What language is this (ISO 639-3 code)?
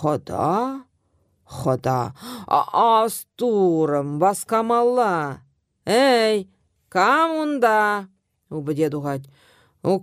chv